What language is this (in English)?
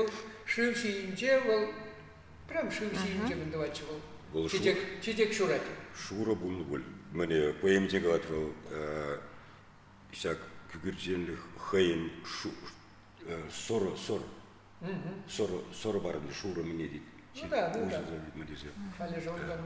Chuvash